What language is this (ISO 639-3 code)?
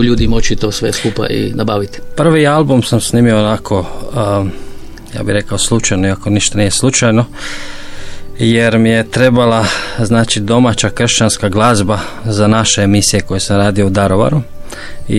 hrv